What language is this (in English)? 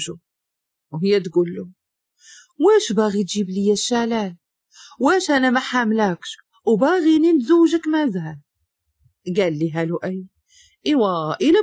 Moroccan Arabic